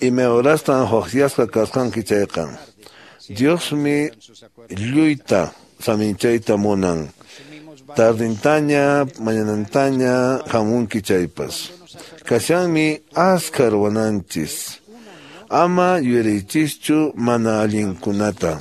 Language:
Quechua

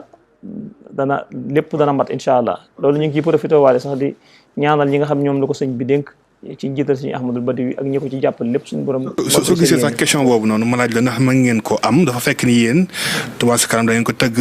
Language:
Wolof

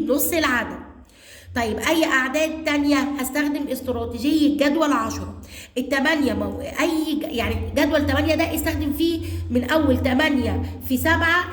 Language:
Egyptian Arabic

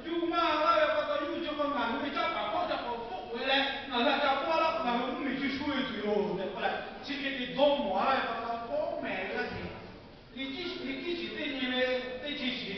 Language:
Lahu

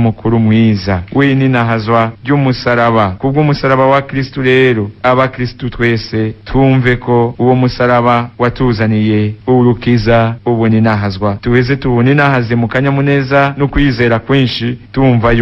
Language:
Rundi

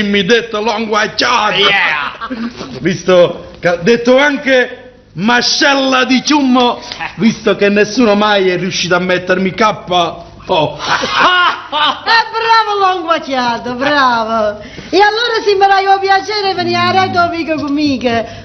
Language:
Neapolitan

